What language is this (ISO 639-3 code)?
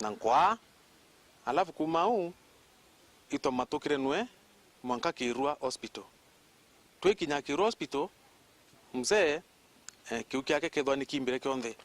mer